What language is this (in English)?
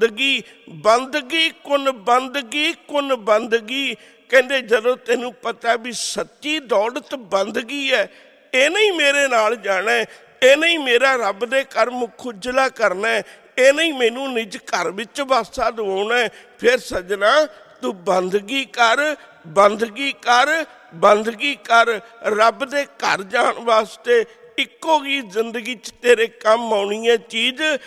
Punjabi